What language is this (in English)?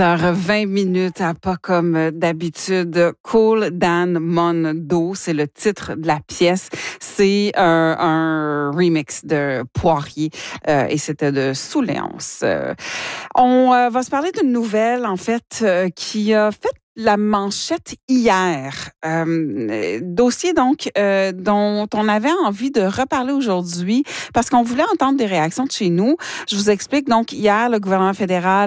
French